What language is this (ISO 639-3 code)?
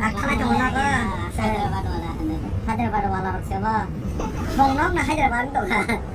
trp